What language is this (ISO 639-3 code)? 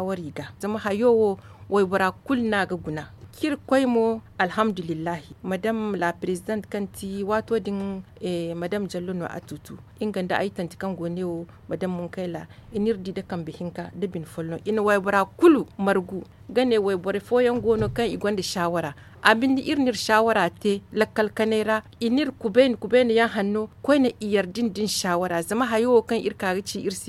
dje